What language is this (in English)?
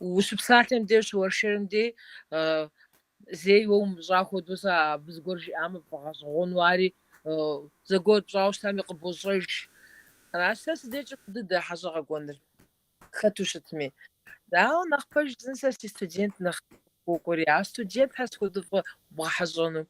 Kabardian